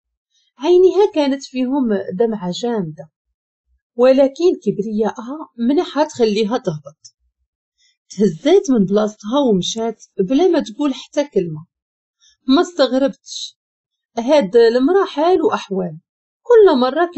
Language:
Moroccan Arabic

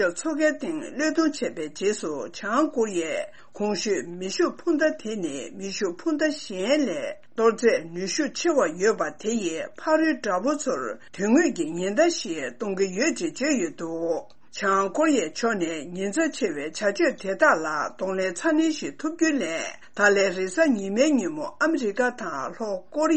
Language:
Tibetan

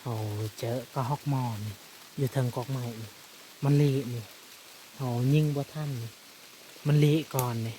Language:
Lao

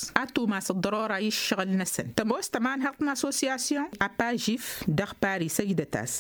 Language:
Tamasheq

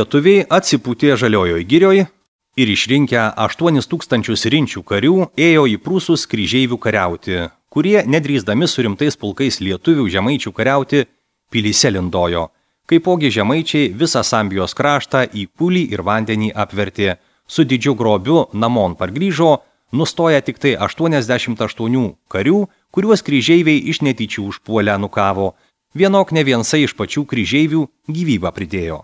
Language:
Lithuanian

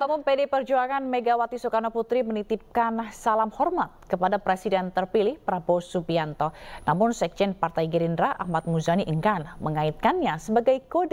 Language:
Indonesian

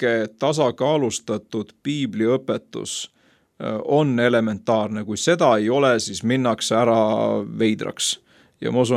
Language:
Estonian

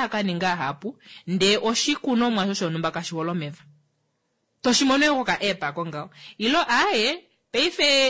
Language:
Kuanyama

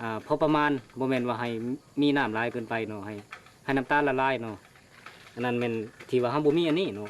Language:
Lao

